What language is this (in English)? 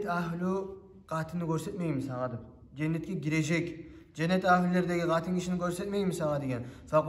Kumyk